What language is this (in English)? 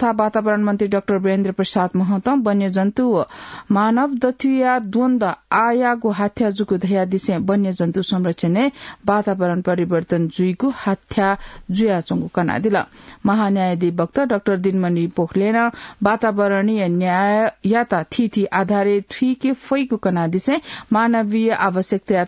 Newari